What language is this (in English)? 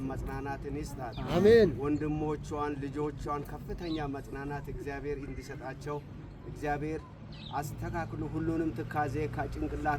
Amharic